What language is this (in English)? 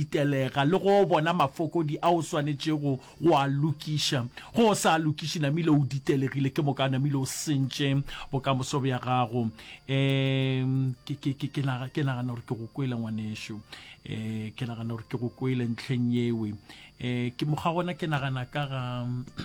Northern Sotho